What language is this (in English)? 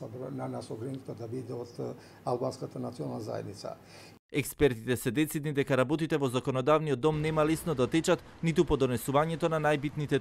Macedonian